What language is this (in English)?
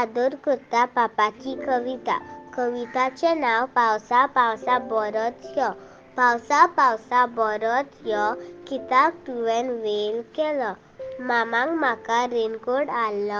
Konkani